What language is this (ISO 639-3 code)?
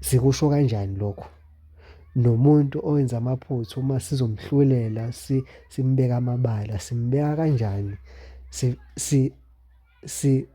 zul